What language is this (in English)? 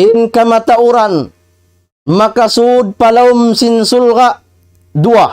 Tausug